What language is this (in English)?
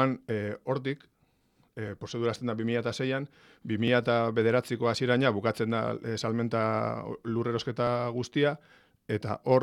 Basque